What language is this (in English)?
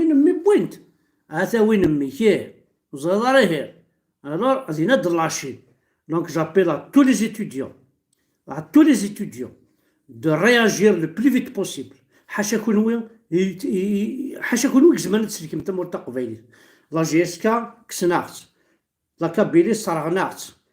Kabyle